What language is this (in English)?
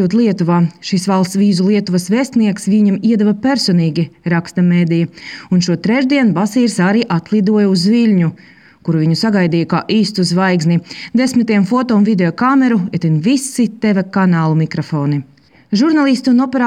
Latvian